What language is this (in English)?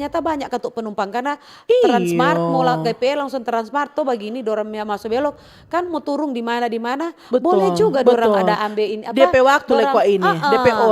Manado Malay